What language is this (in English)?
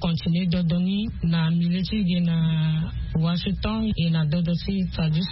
Sango